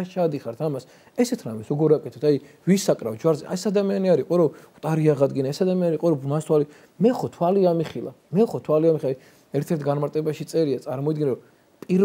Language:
Georgian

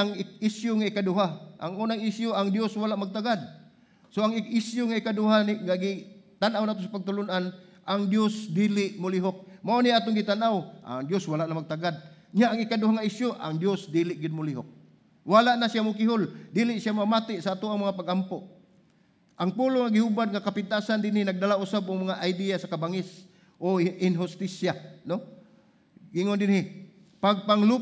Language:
Cebuano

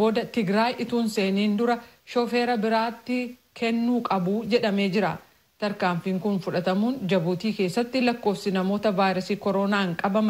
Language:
Oromo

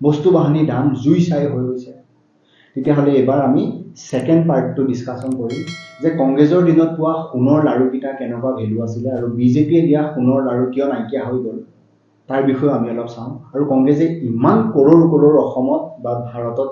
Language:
Assamese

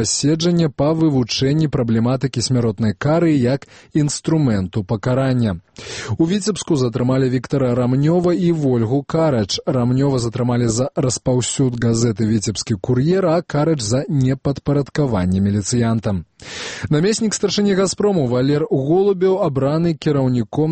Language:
Belarusian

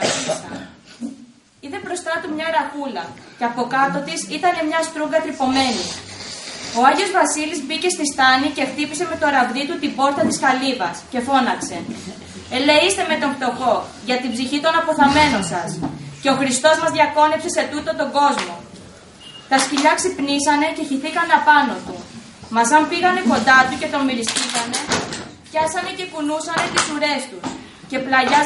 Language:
Greek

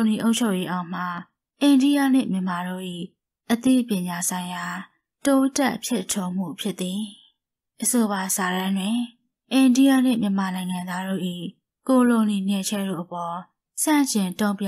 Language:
Burmese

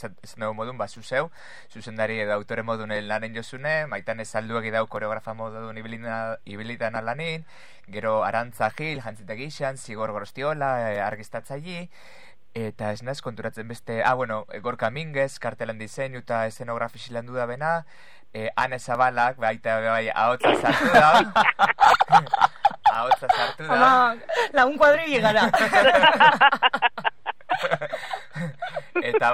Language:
Basque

